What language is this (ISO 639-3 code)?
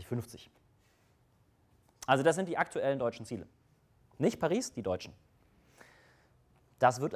deu